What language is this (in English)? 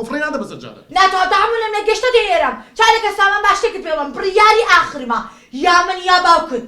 Central Kurdish